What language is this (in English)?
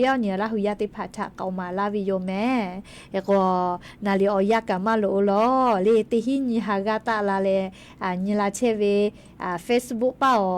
Lahu